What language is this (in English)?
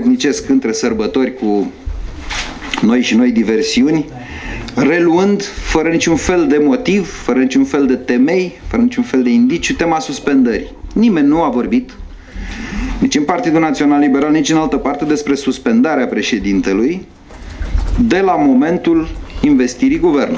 Romanian